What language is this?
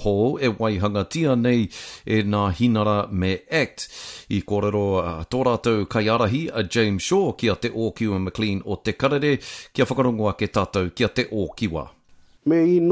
Māori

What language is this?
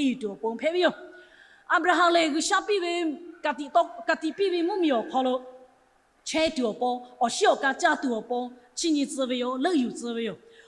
Lahu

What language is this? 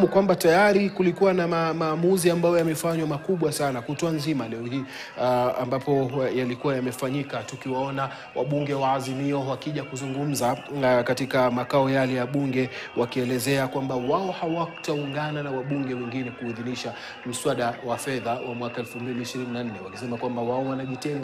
Swahili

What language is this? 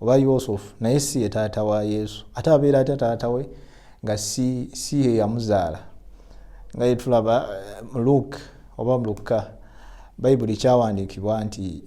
Ganda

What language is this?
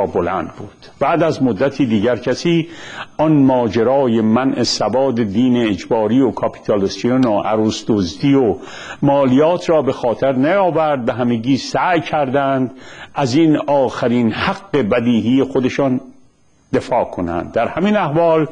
Persian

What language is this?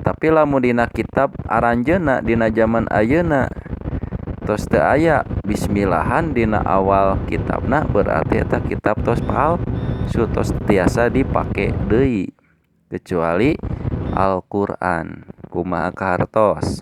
Sundanese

